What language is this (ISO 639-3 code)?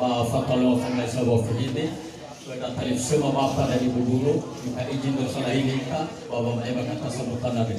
nia